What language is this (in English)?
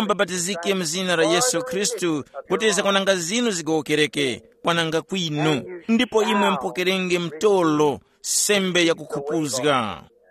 Tumbuka